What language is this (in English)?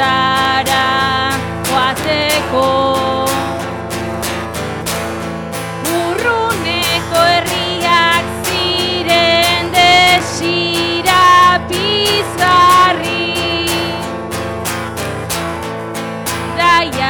Basque